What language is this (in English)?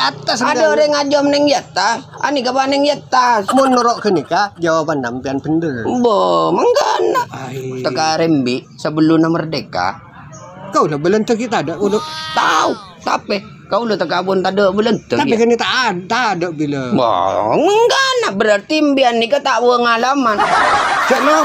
Madurese